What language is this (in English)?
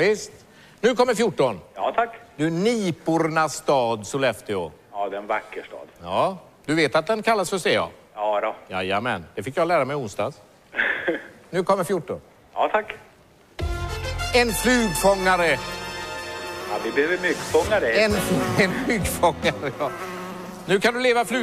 Swedish